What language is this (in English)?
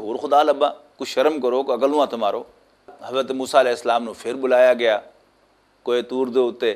Western Panjabi